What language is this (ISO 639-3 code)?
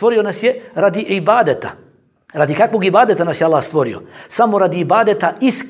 bos